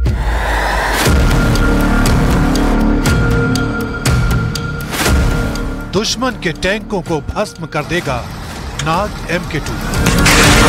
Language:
Hindi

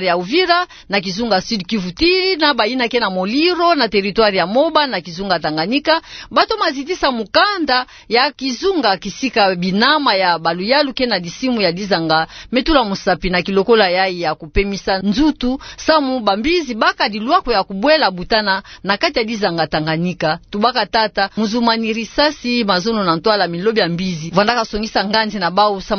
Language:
Kituba (Democratic Republic of Congo)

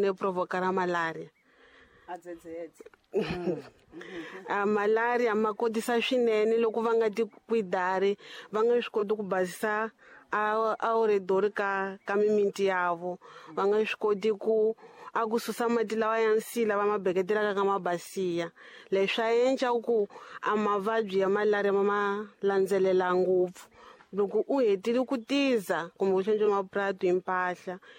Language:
Tsonga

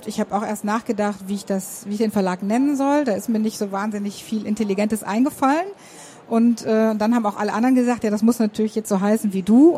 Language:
German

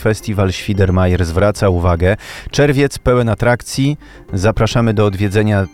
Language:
Polish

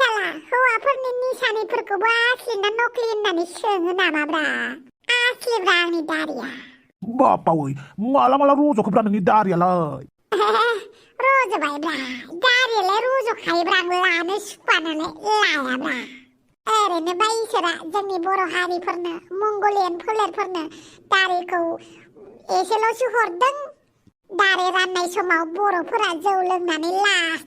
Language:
Bodo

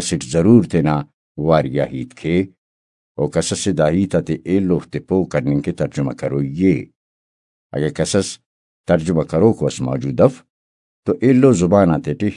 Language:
Brahui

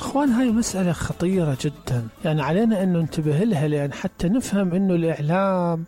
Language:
Mesopotamian Arabic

